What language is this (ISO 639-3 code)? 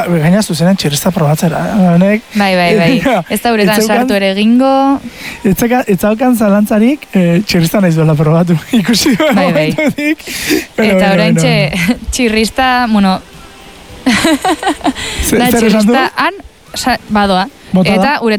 eus